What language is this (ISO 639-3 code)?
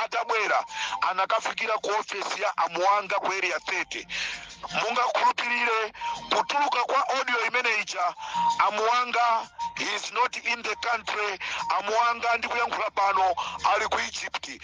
nya